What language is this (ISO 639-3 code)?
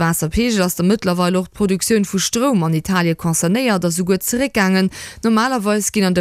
ltz